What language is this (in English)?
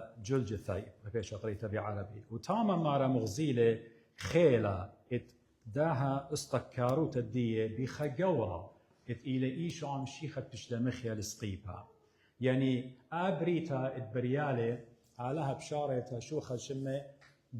Assyrian Neo-Aramaic